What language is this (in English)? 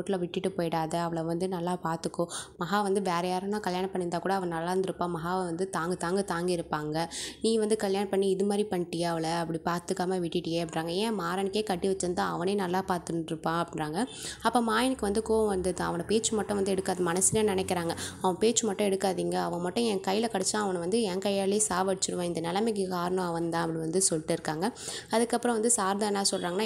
Tamil